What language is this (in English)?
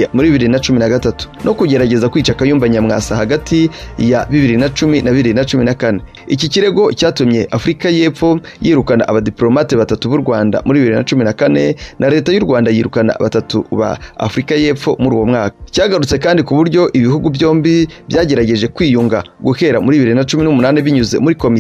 Kinyarwanda